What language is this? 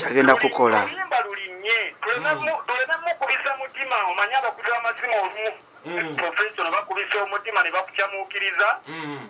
Ganda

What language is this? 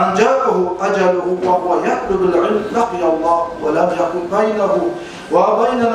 Kumyk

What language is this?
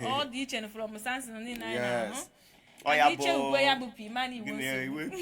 Igbo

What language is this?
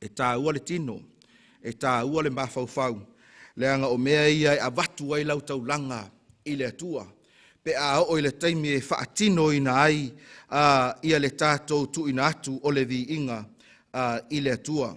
Samoan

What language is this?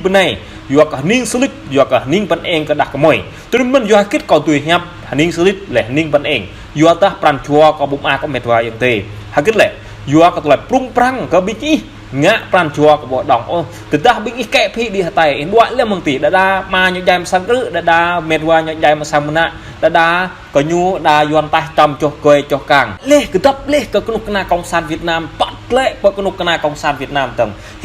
Jarai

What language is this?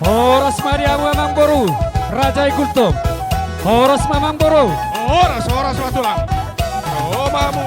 Batak Toba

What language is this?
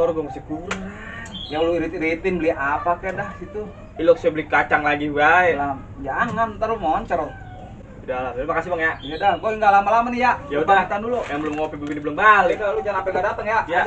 Betawi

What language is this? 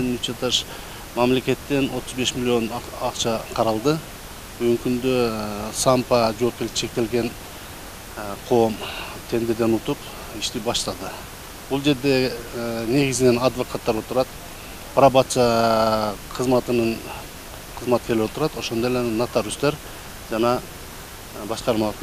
Kyrgyz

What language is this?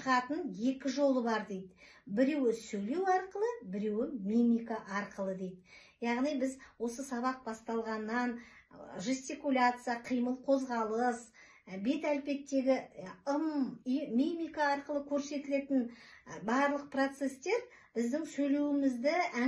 Kazakh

